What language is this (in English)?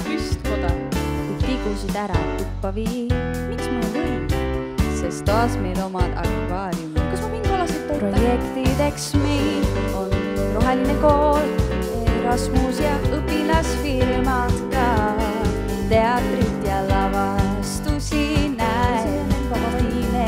Estonian